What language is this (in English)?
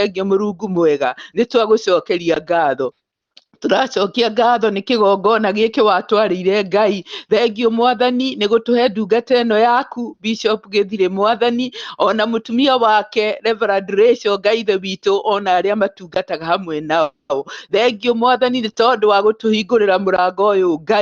Kikuyu